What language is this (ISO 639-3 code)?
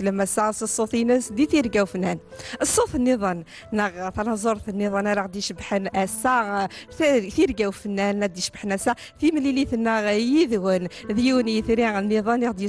kab